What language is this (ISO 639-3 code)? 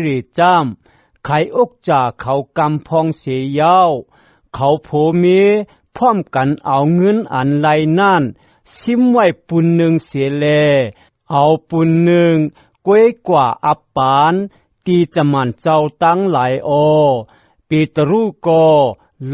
shn